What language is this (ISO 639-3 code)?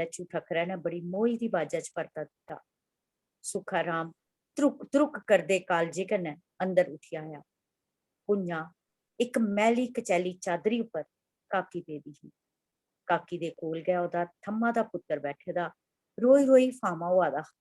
doi